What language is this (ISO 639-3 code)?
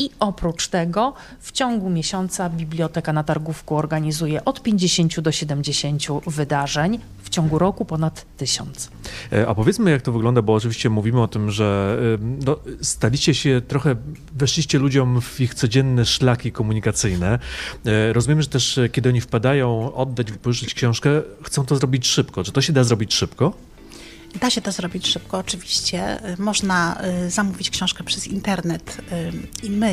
pol